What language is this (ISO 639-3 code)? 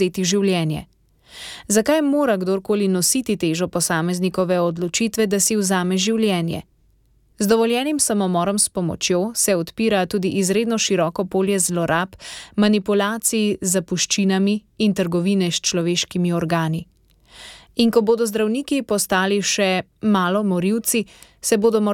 slv